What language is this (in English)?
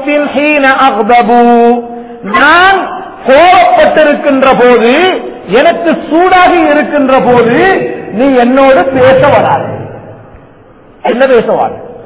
Tamil